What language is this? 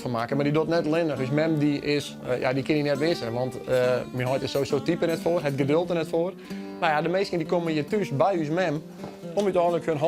Western Frisian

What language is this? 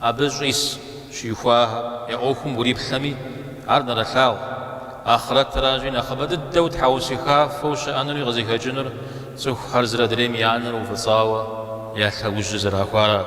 Kabardian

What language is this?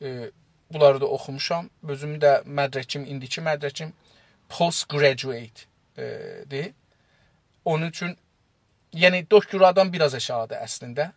South Azerbaijani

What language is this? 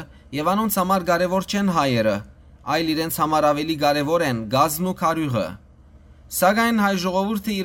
Western Armenian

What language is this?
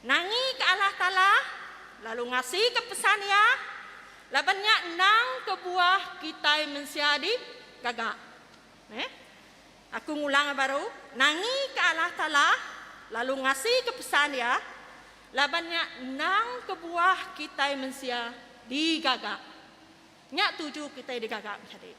Iban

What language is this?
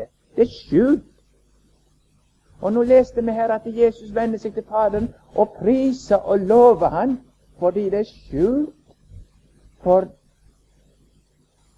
Norwegian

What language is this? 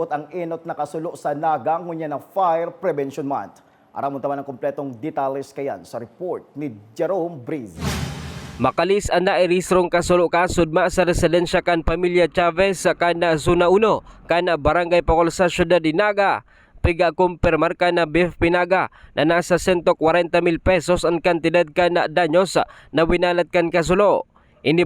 Bikol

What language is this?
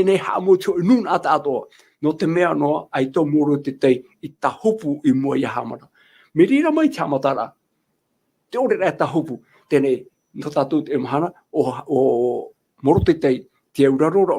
Tahitian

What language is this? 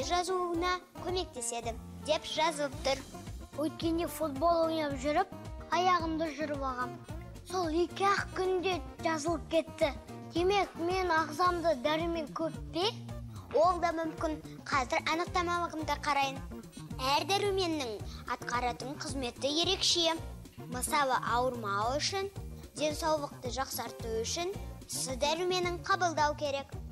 Kazakh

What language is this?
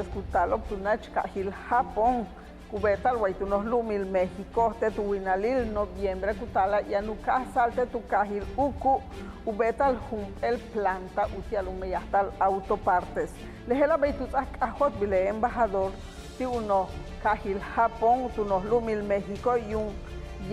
Yucateco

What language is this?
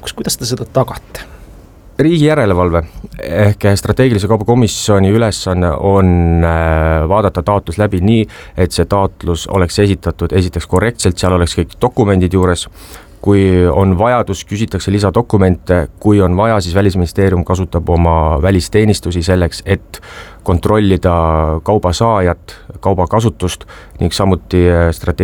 Estonian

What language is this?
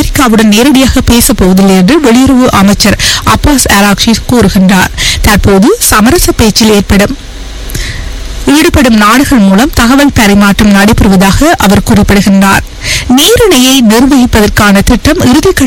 Tamil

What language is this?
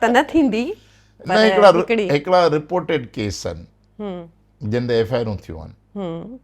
Sindhi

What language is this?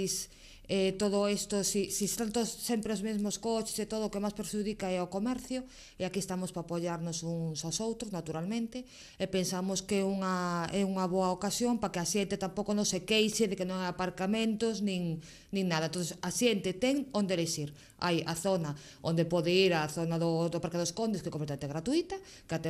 Galician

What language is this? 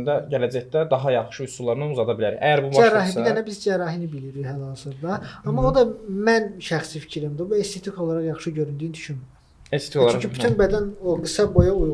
Azerbaijani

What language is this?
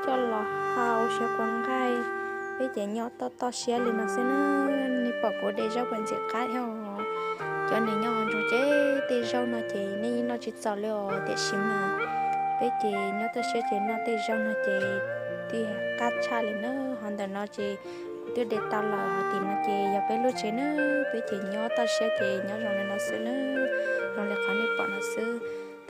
Hmong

